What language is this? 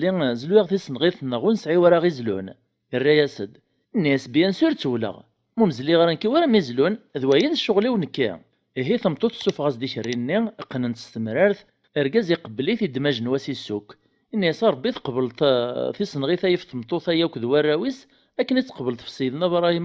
Kabyle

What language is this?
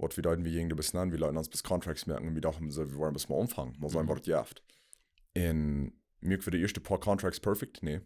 Plautdietsch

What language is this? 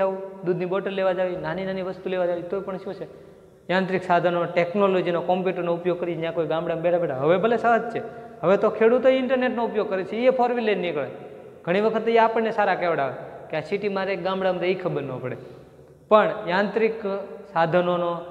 Gujarati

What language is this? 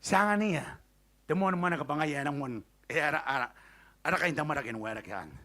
Gilbertese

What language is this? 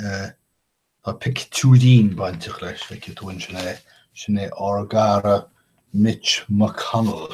Irish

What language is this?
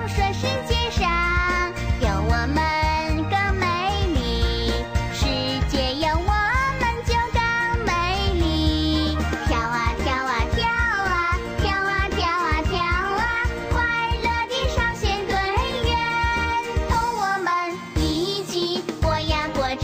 Chinese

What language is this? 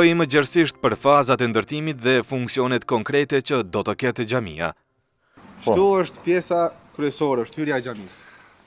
Albanian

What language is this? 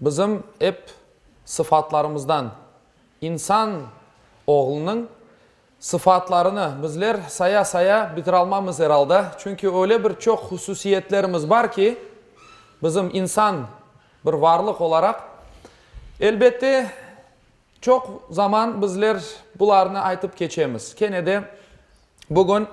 Crimean Tatar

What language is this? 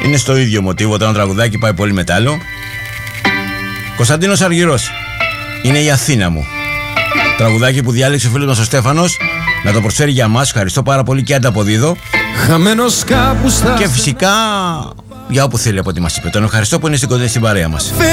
Greek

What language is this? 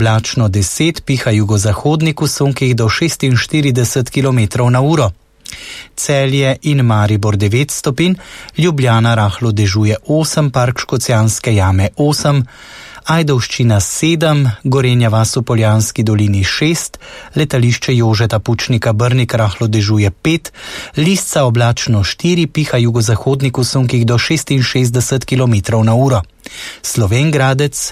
Slovenian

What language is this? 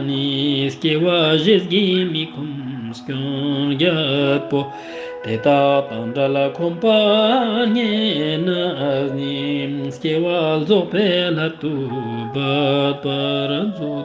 Ladakhi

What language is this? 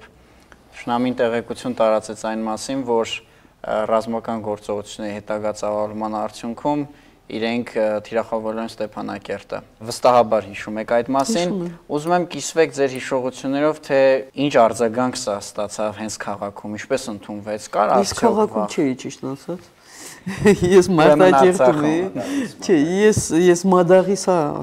Armenian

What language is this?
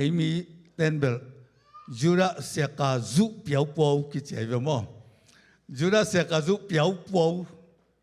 Tedim Chin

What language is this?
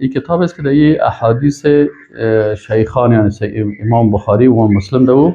Persian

